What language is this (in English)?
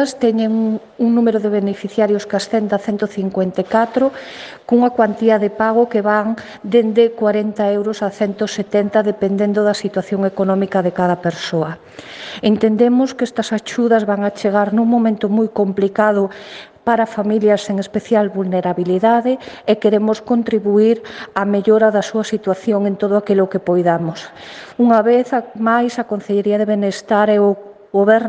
Galician